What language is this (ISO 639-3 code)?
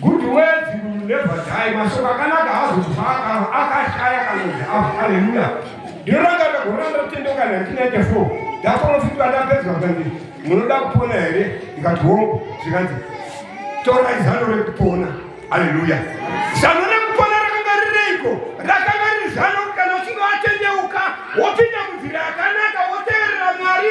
sna